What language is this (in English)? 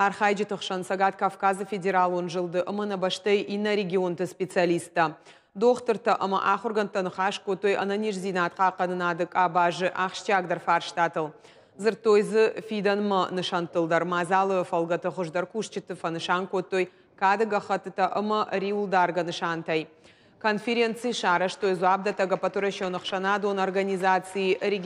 Ossetic